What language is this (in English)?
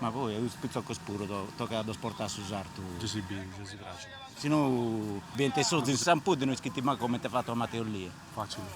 Sardinian